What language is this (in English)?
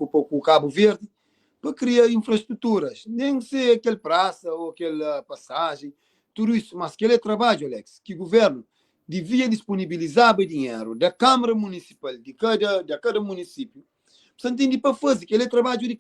Kabuverdianu